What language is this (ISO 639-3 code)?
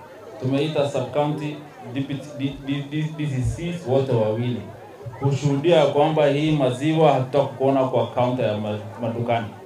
swa